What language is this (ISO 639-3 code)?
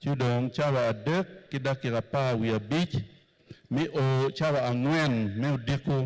ach